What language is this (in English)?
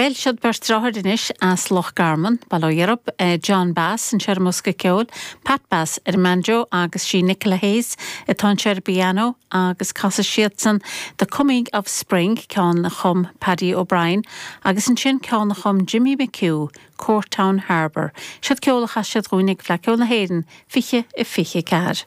Irish